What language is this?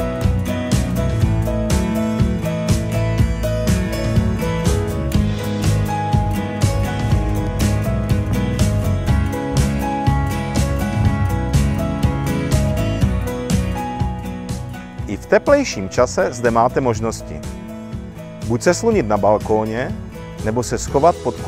Czech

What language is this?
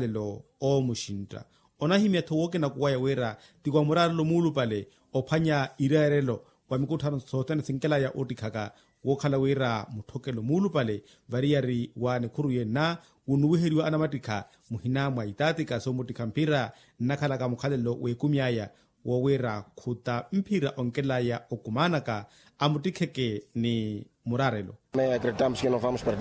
Makhuwa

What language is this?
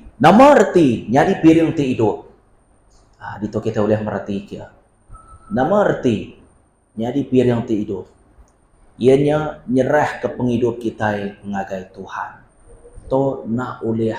Iban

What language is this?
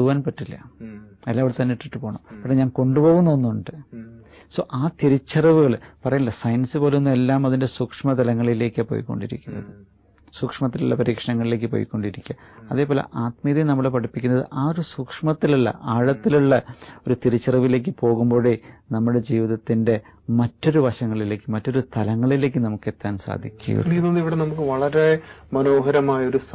Malayalam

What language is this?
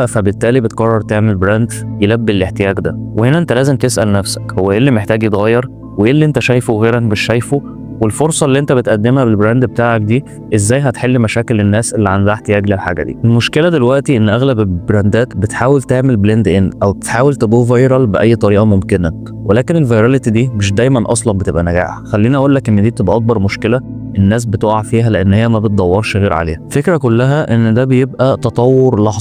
Egyptian Arabic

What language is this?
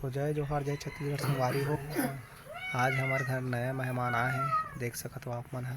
Chhattisgarhi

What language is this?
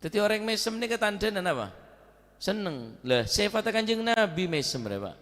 Madurese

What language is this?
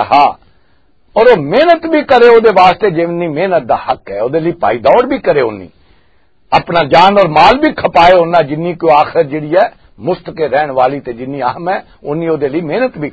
Western Panjabi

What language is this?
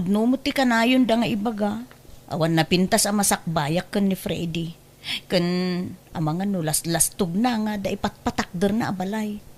Iloko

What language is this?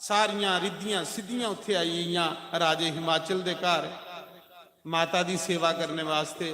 Dogri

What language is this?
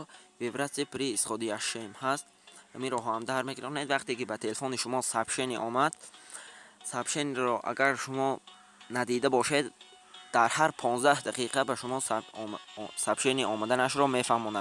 Tajik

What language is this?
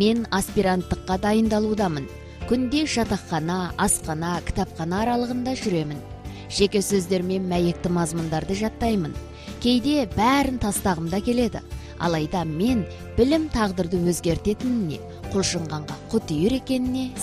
Kazakh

